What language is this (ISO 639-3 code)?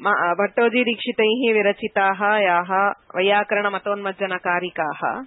san